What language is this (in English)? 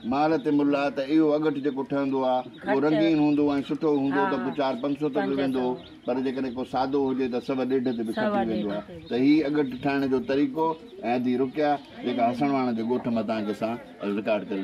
Sindhi